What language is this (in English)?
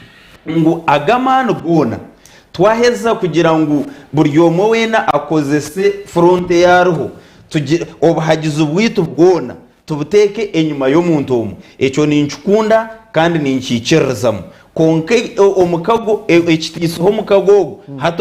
Nyankole